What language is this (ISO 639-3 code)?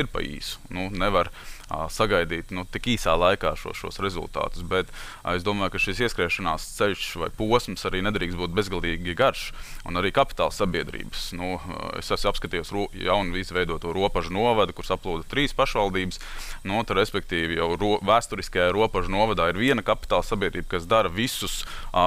lav